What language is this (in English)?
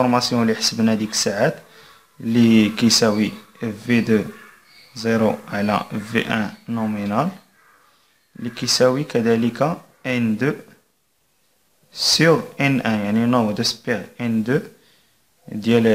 Moroccan Arabic